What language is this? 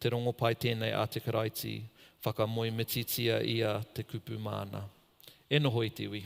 Māori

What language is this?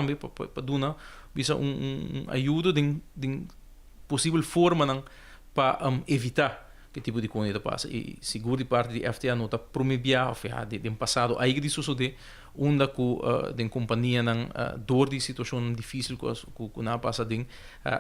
Papiamento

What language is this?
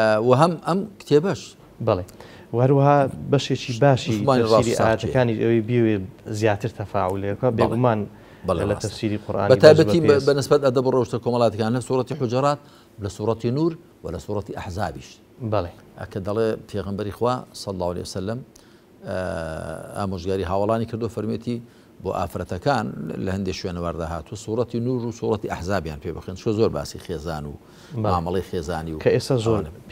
Central Kurdish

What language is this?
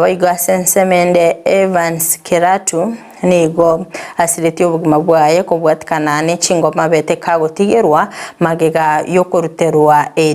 Gusii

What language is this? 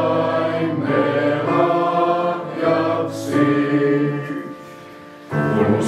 Finnish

